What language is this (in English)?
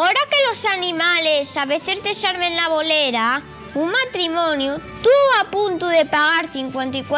Asturian